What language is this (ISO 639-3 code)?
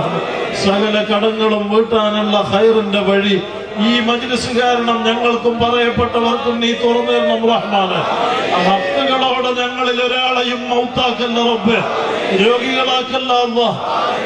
mal